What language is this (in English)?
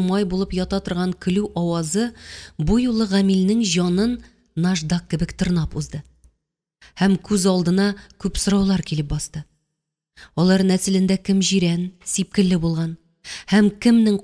Tatar